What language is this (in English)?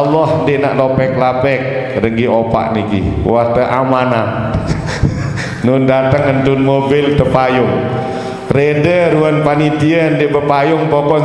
Sasak